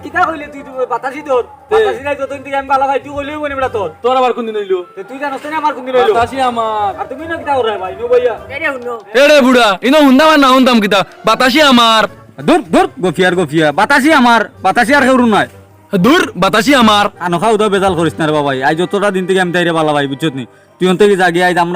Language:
Sylheti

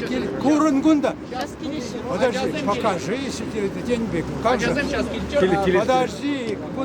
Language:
Chuvash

